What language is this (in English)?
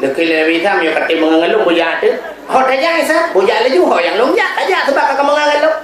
Achinese